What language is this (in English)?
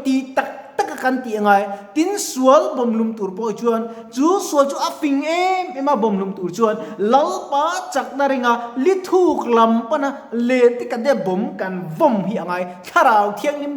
Mizo